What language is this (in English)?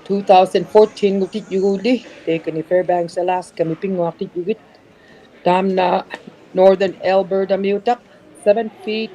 Inuktitut